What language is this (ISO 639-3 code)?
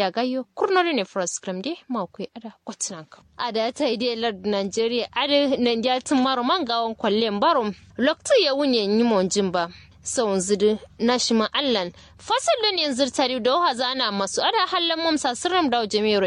kau